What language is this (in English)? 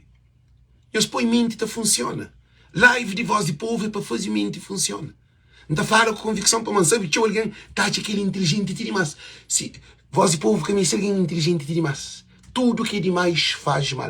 Kabuverdianu